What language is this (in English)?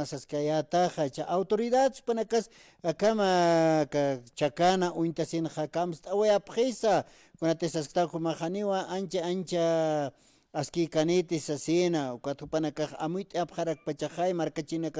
Aymara